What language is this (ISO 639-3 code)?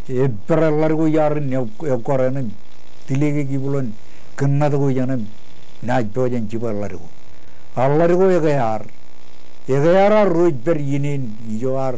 mah